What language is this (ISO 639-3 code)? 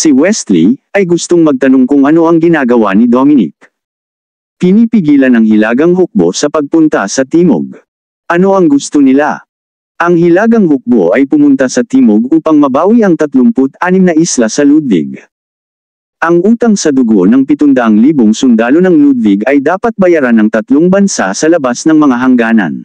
fil